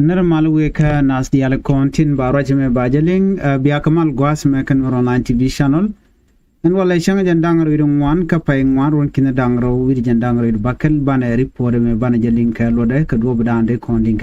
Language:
Nuer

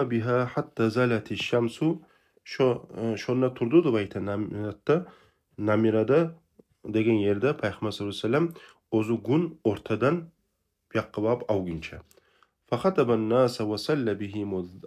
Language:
Kumyk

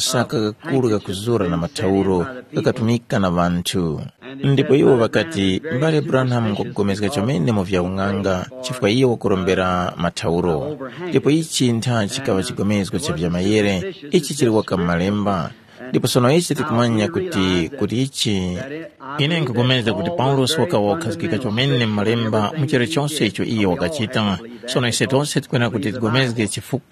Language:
Tumbuka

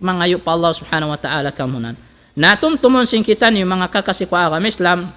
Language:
Tausug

